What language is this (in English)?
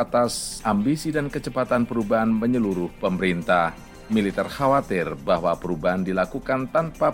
Indonesian